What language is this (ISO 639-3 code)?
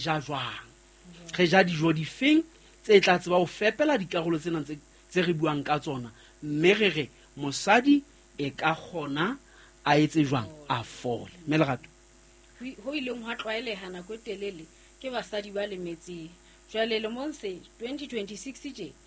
sot